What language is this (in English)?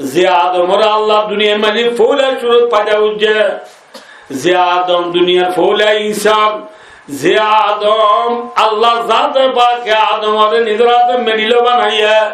Rohingya